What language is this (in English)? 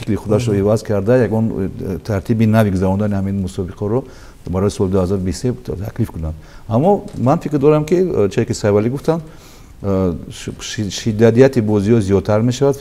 Tajik